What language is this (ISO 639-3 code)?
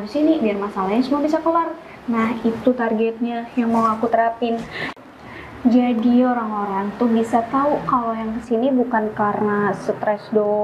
ind